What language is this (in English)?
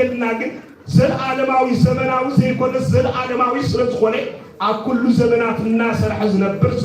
Tigrinya